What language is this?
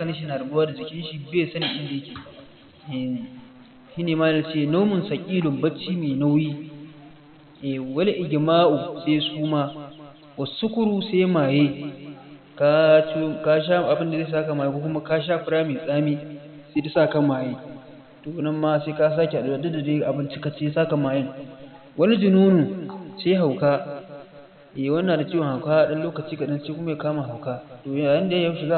Hausa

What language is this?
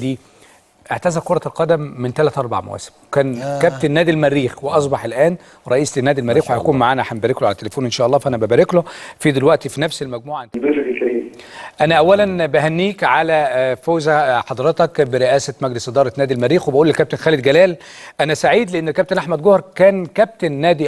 Egyptian Arabic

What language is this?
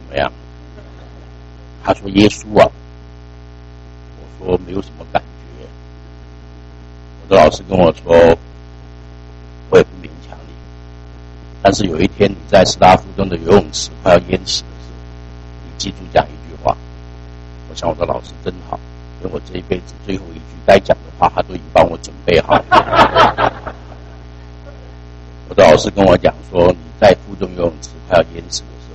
Chinese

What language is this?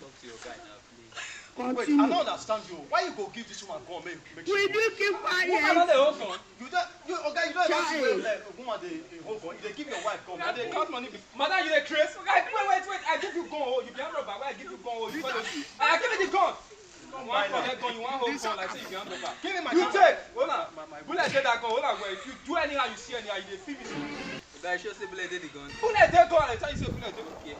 Nigerian Pidgin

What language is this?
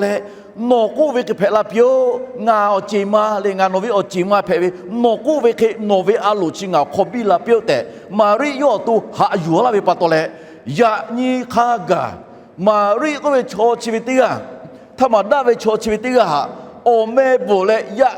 Lahu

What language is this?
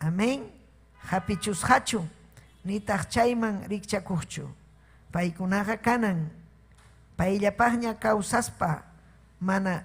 Ayacucho Quechua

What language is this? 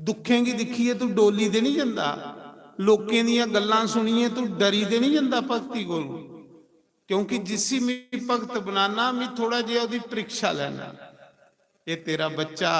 Dogri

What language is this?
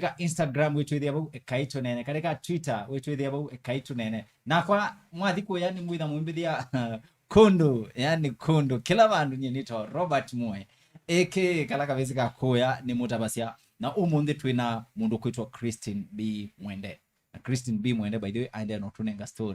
Kamba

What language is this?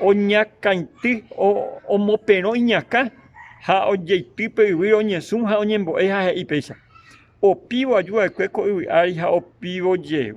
Guarani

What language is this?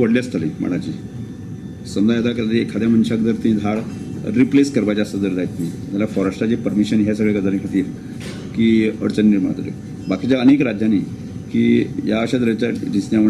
Konkani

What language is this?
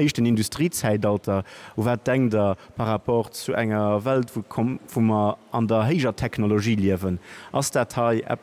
Luxembourgish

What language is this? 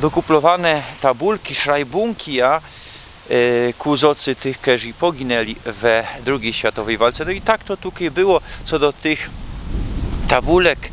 Silesian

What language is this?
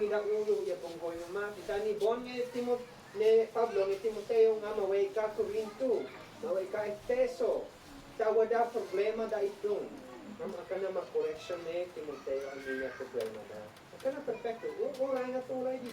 Isnag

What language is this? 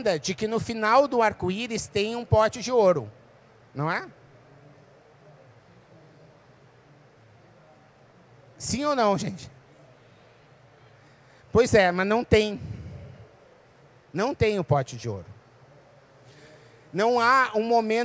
Portuguese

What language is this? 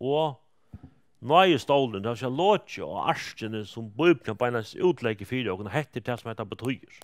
Faroese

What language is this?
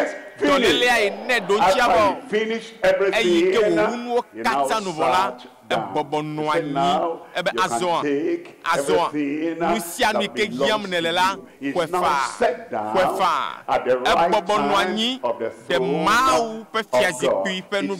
Ewe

